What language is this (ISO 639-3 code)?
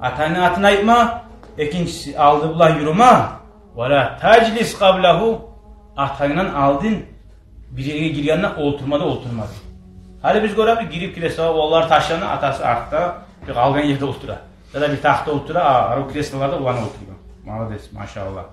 kum